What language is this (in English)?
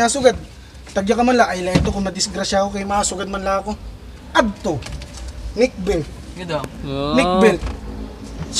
Waray